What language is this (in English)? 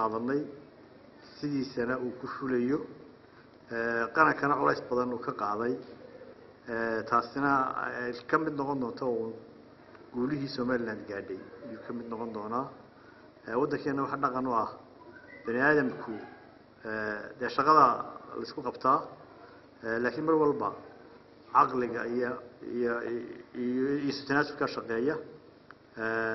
Somali